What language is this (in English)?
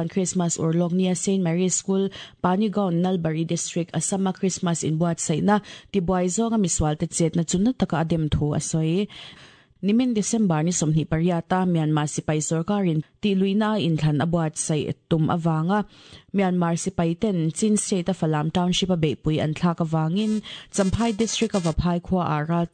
Mizo